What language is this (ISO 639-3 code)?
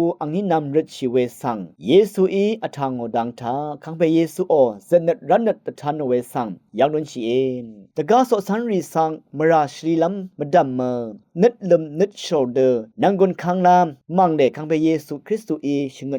raw